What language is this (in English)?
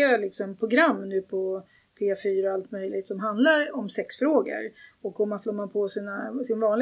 Swedish